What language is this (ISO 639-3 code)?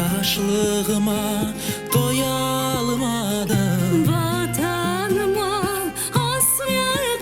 crh